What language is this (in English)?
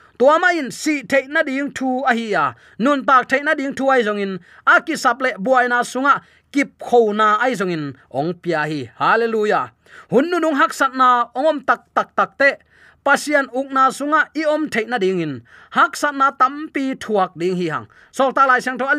Tedim Chin